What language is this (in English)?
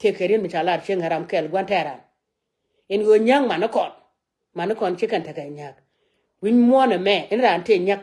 Nuer